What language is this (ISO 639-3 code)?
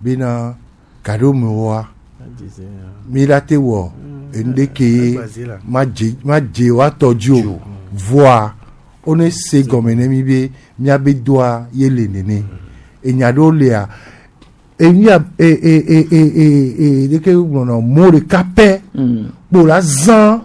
gej